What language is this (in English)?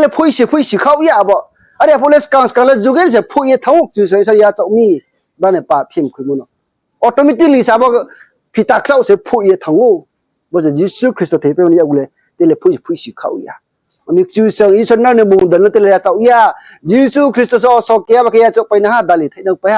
Riang (India)